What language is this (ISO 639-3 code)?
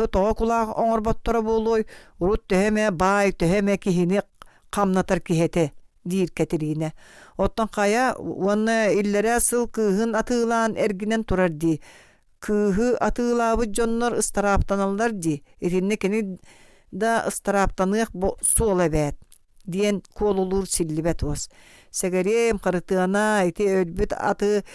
sah